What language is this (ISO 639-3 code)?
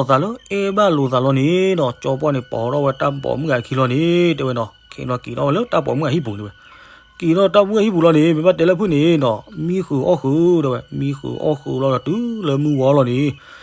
ksw